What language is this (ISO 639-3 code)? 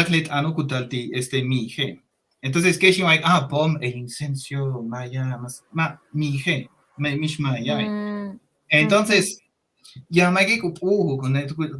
yua